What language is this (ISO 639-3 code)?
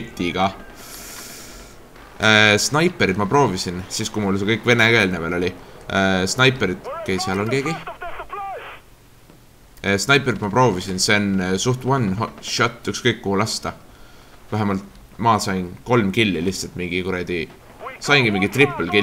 est